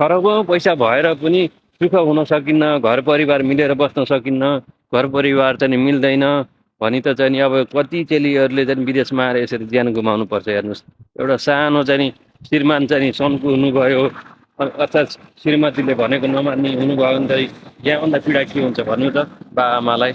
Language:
Nepali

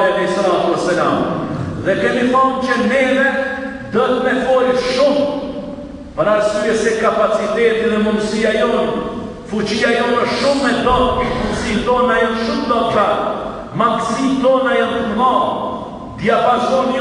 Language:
Albanian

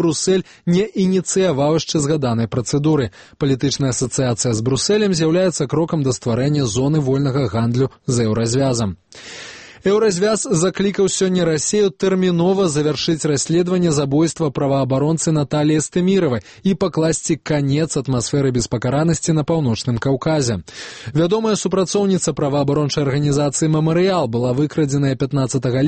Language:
Belarusian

